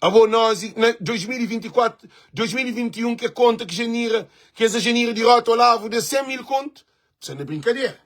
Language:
Kabuverdianu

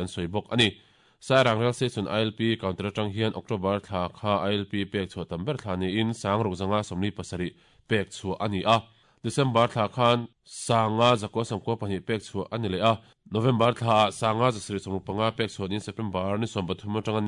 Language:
Mizo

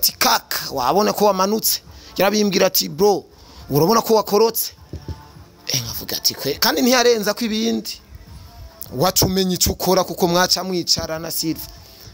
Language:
Rundi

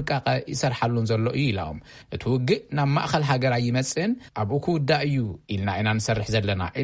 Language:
Tigrinya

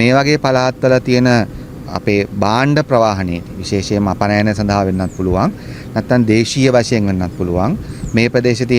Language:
Sinhala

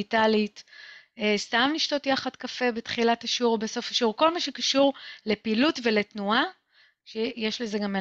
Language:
Hebrew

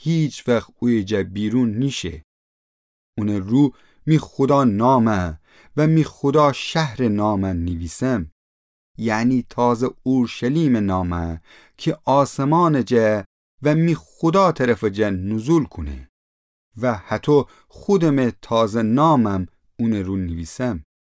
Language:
Gilaki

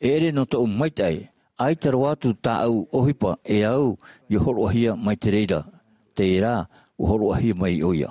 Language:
Tahitian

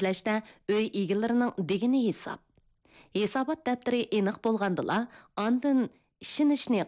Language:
Uyghur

